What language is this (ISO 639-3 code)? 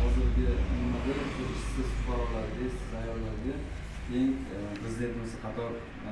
uzb